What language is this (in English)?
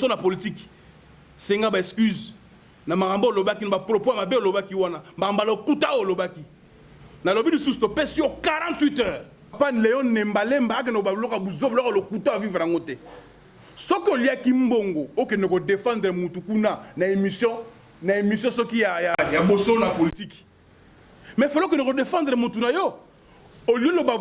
Lingala